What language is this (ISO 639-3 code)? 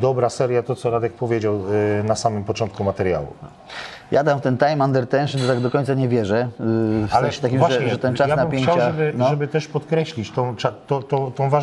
pol